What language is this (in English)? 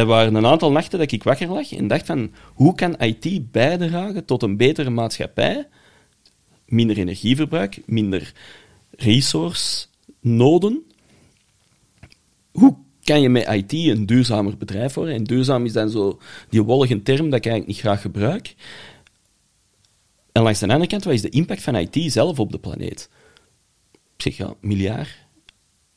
Dutch